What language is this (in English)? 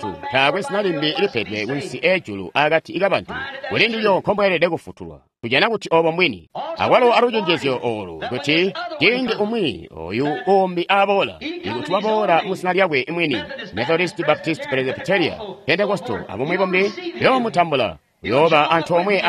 Tonga (Zambia)